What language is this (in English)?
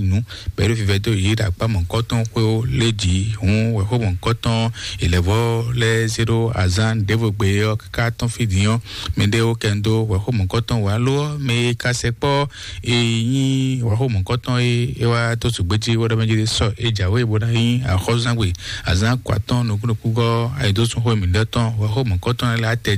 Fon